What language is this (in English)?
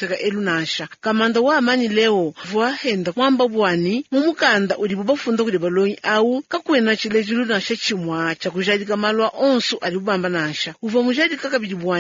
Luba-Lulua